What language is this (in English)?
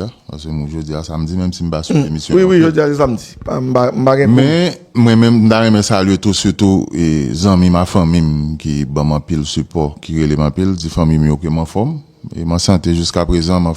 Haitian Creole